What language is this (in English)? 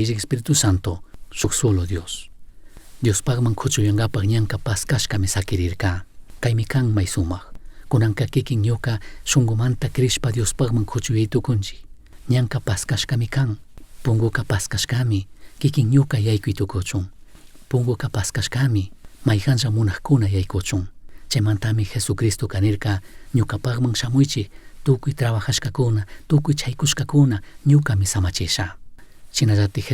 Chimborazo Highland Quichua